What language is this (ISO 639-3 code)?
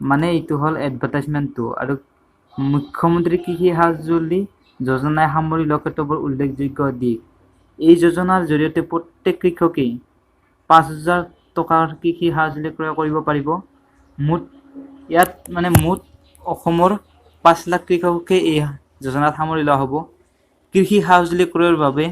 asm